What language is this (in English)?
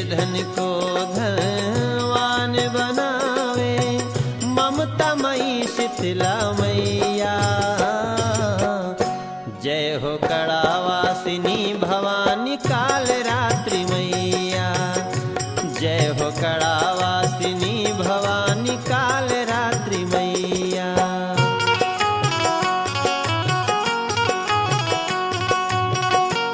Hindi